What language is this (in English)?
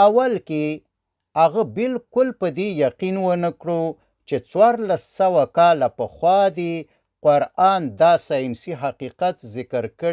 Pashto